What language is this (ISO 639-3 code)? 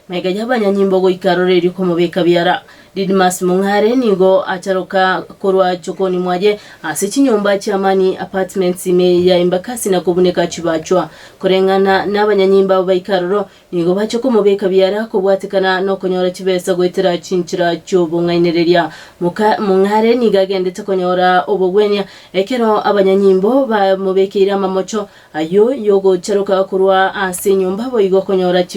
guz